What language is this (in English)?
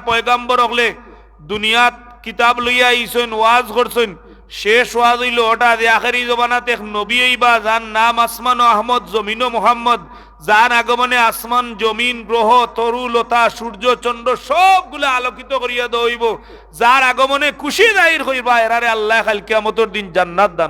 Sylheti